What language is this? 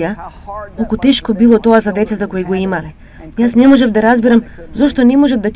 Macedonian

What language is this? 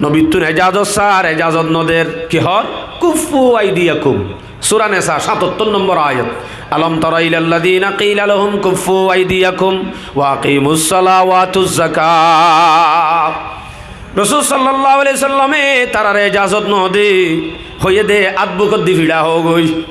Rohingya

